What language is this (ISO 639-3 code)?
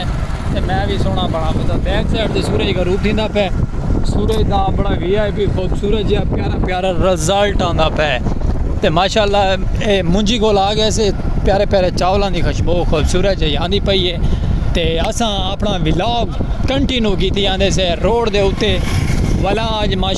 skr